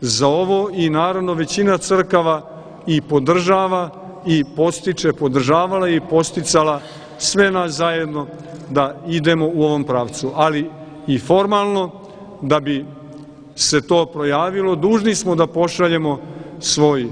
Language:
Serbian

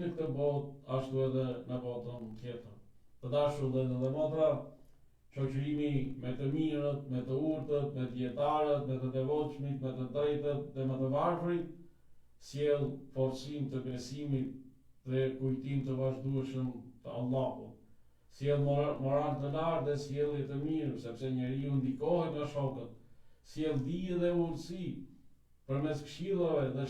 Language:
Albanian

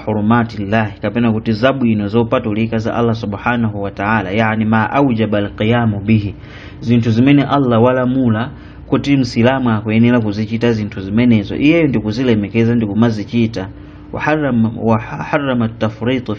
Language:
Nyanja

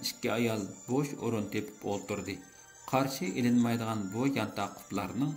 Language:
Uyghur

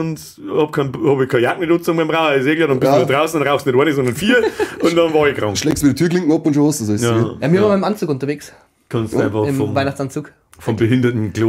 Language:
Bavarian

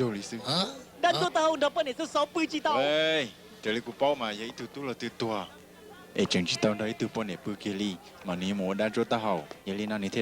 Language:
Hmong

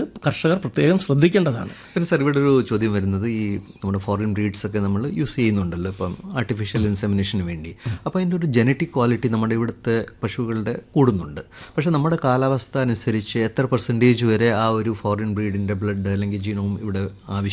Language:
Malayalam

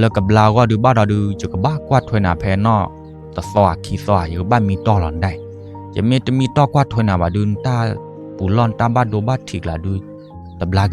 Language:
S'gaw Karen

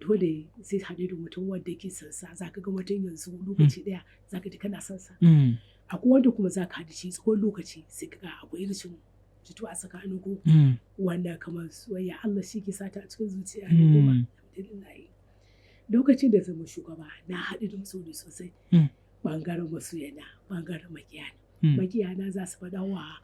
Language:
Hausa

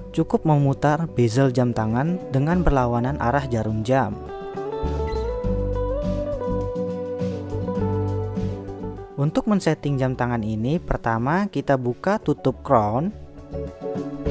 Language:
Indonesian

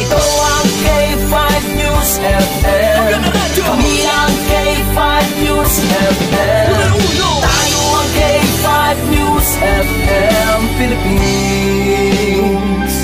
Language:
Hiligaynon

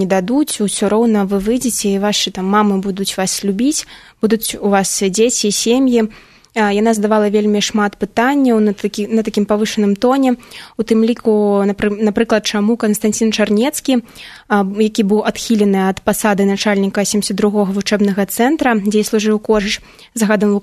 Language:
Belarusian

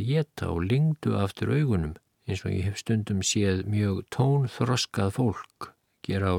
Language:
Icelandic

